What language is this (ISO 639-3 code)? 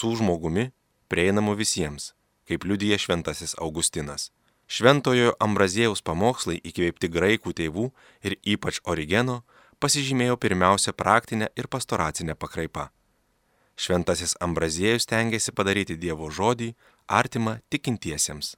lit